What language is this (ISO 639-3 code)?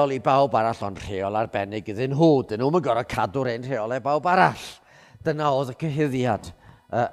cym